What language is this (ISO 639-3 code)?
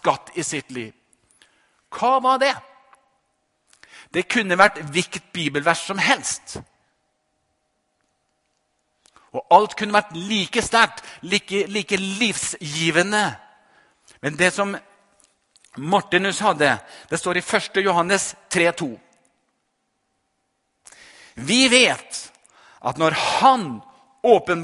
nor